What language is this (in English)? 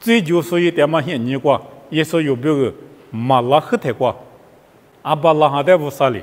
Lisu